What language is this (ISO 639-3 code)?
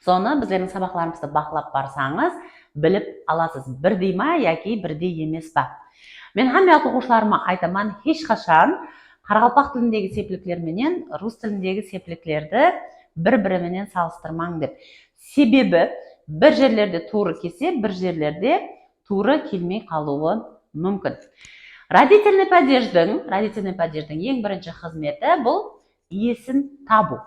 kaa